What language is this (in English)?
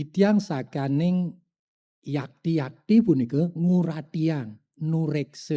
Balinese